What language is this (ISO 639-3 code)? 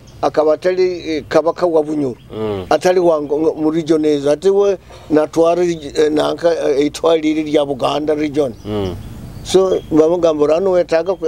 nyo